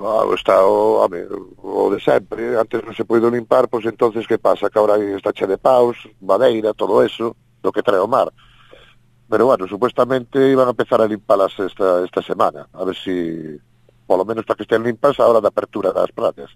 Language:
Galician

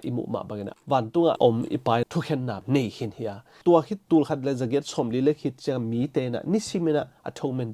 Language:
Tedim Chin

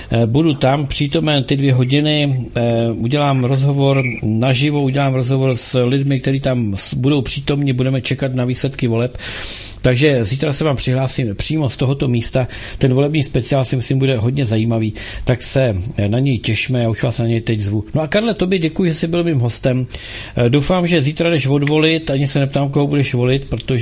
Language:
Czech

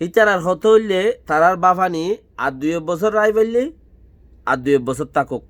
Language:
Rohingya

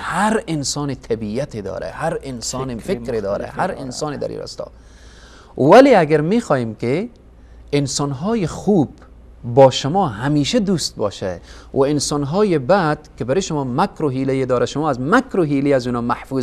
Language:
Persian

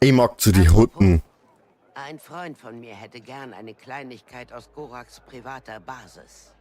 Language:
Bavarian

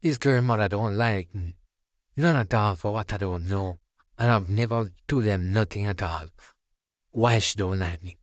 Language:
Jamaican Creole English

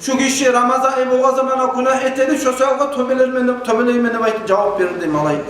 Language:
Kumyk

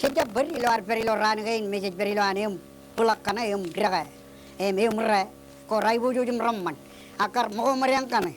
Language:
Marshallese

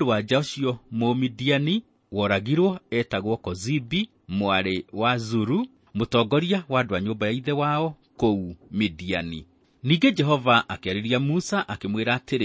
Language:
Kikuyu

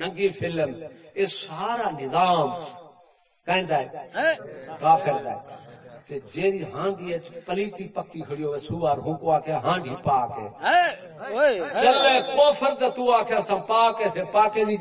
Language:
Saraiki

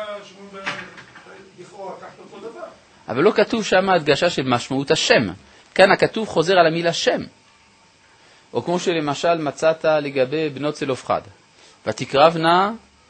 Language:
Hebrew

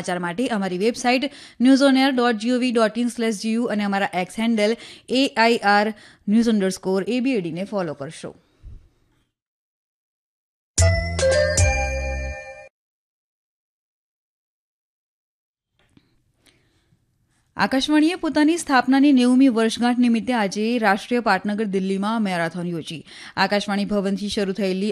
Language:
Gujarati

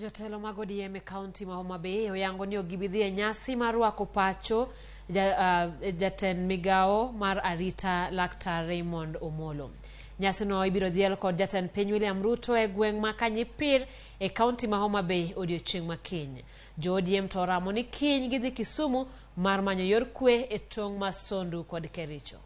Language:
Luo (Kenya and Tanzania)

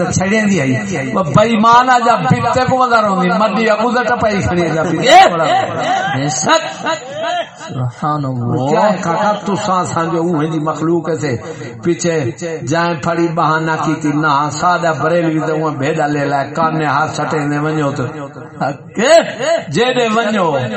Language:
Saraiki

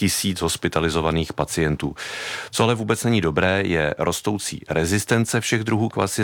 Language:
Czech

